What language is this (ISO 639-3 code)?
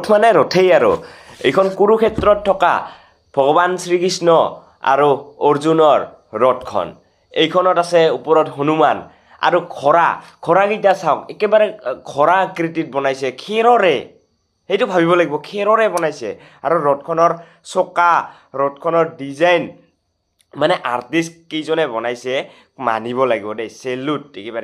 asm